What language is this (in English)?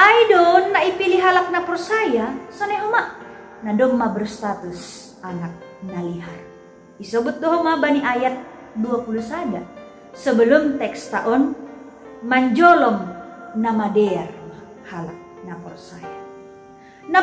Batak Simalungun